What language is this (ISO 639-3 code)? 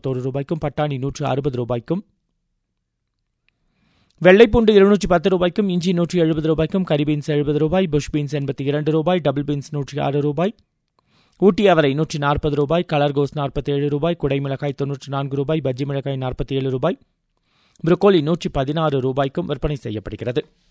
tam